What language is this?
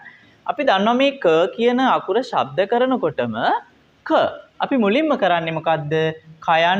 Sinhala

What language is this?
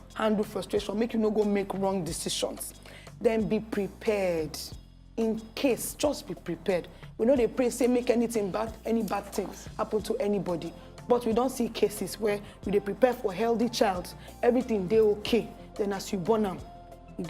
Nigerian Pidgin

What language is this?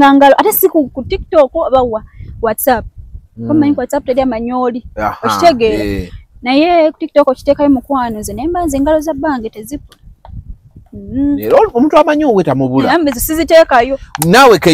Ganda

